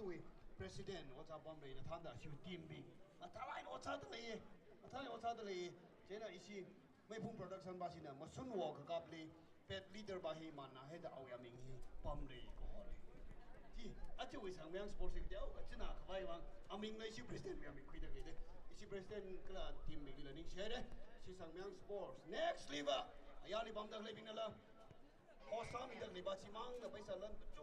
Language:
Tangkhul Naga (India)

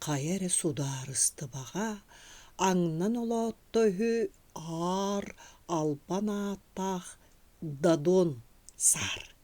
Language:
Yakut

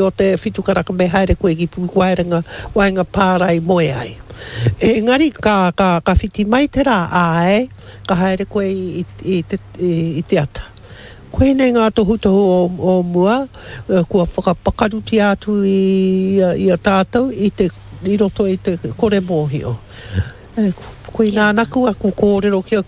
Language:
Māori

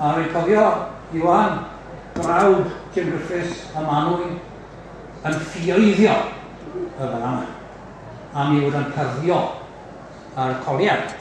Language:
Welsh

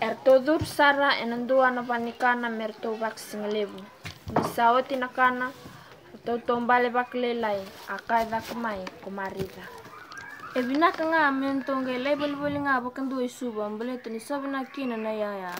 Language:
Fijian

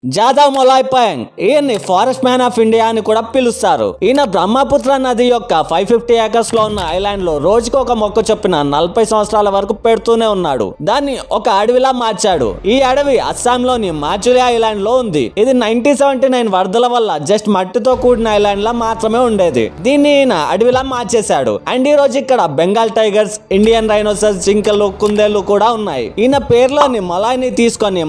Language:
Telugu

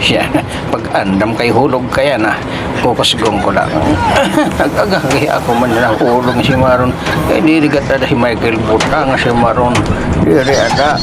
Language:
Waray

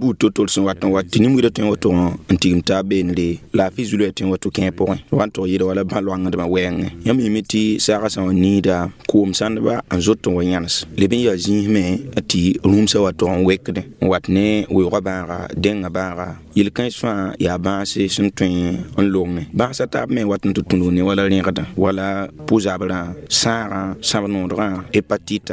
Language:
Mossi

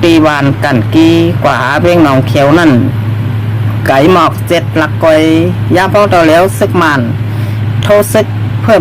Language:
Shan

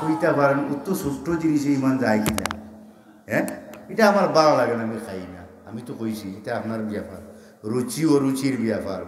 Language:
Sylheti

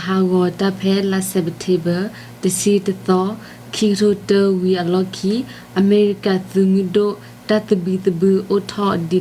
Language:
S'gaw Karen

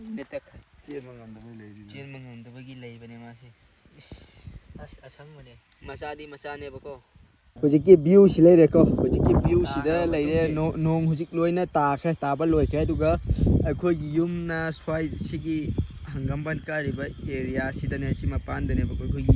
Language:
Manipuri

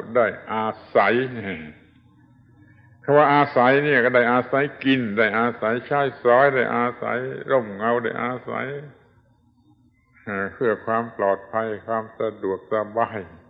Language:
Thai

